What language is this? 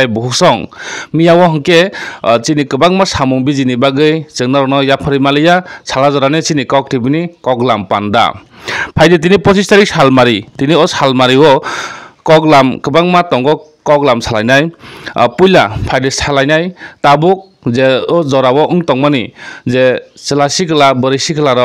Kok Borok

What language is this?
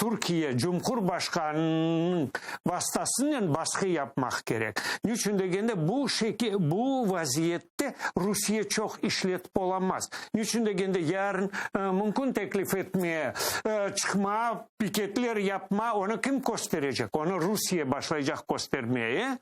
Crimean Tatar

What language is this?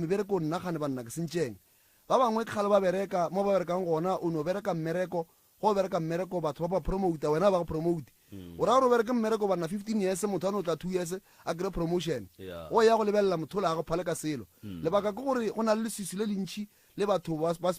Northern Sotho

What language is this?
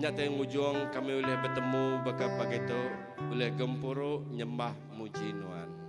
Iban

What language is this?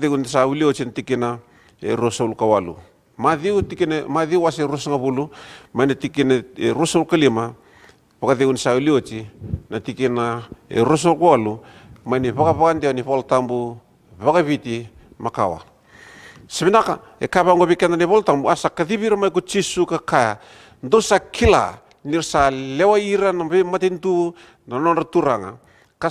Fijian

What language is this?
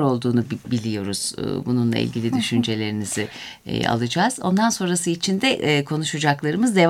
Turkish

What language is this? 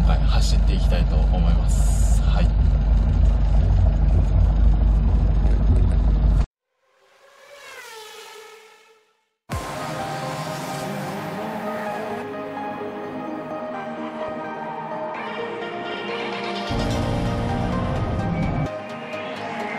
Japanese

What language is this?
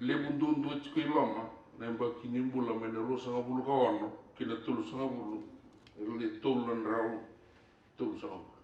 Fijian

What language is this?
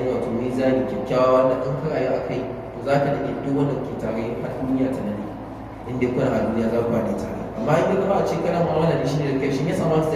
Hausa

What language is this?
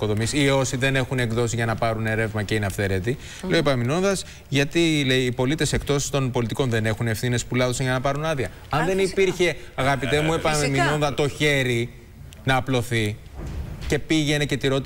Greek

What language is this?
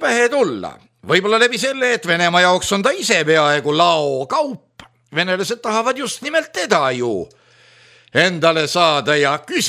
Estonian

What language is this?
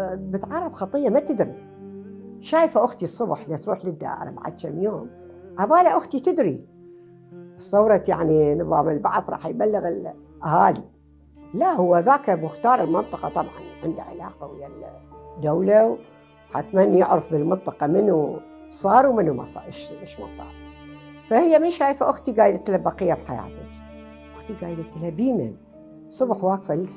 Mesopotamian Arabic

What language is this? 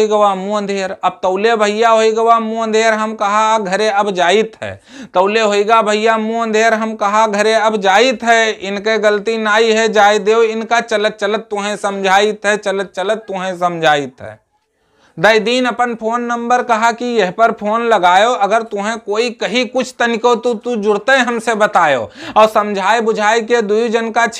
Awadhi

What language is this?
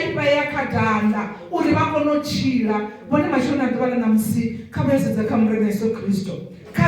Venda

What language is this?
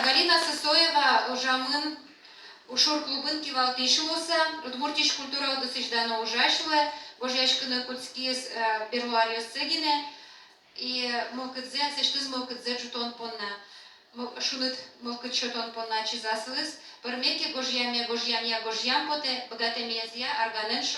Udmurt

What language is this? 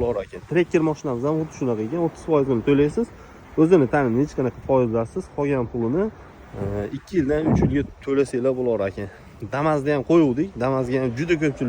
Uzbek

